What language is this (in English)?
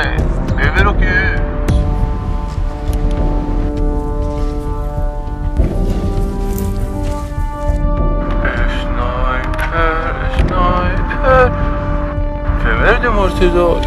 Swedish